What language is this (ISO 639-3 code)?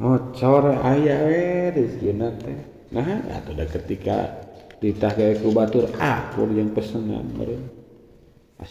sun